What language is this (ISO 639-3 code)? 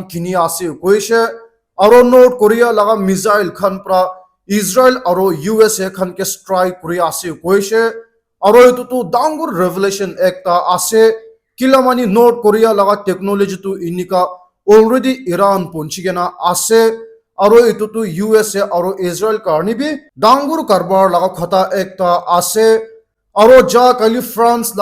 nag